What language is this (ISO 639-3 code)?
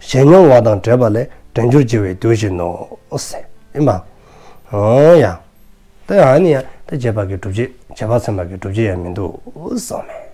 dzo